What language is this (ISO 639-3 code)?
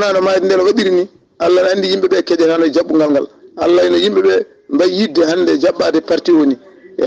ful